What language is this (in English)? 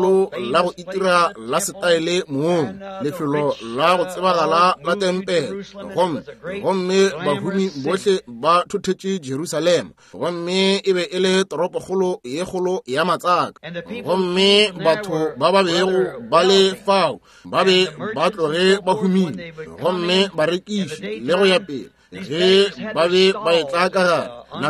Northern Sotho